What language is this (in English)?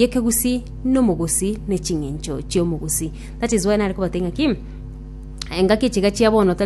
Gusii